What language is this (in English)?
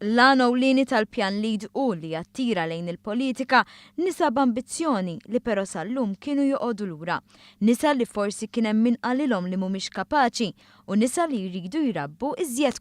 Maltese